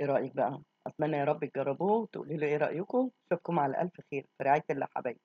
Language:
Egyptian Arabic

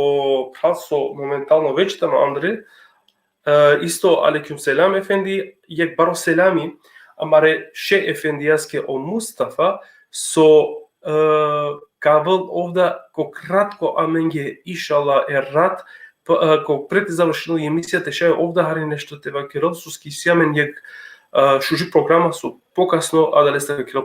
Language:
Balkan Romani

